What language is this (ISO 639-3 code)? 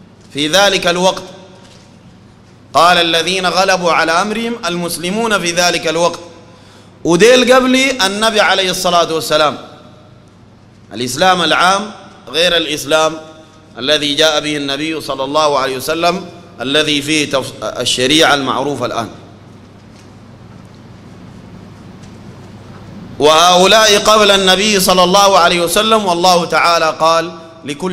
apd